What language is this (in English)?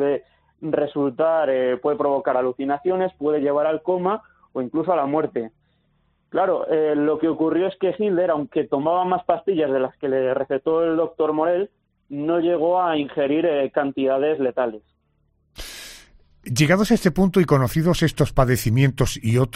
Spanish